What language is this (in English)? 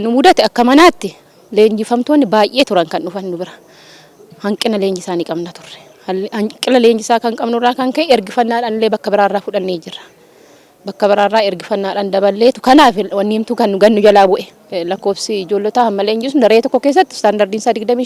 Oromo